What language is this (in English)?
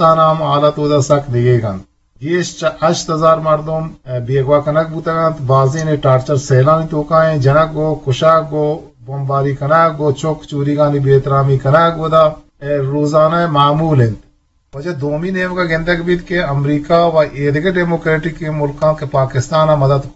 Eastern Balochi